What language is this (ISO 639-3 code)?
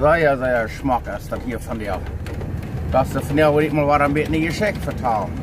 pdt